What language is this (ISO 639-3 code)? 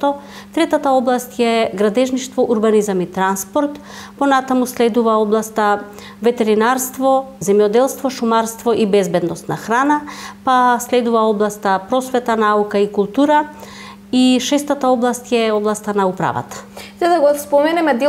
mkd